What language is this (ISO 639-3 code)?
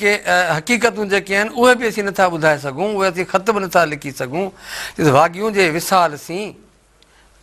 snd